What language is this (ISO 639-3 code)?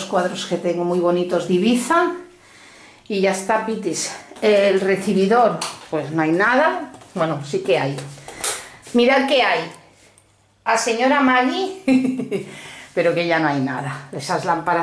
spa